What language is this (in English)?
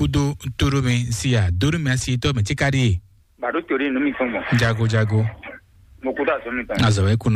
Fon